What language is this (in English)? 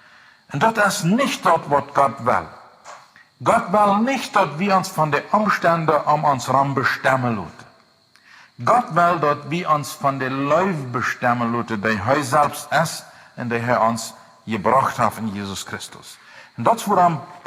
Plautdietsch